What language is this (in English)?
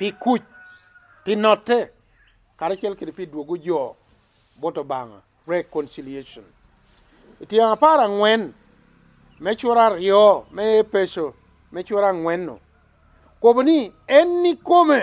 Lango (Uganda)